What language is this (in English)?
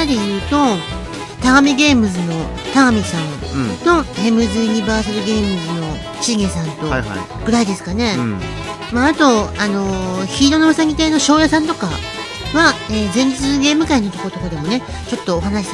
Japanese